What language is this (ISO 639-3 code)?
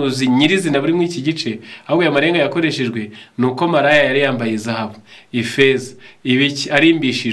kin